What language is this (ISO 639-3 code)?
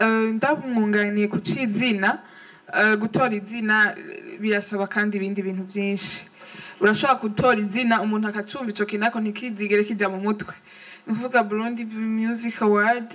run